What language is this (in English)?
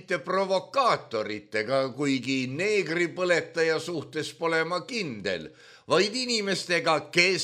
Estonian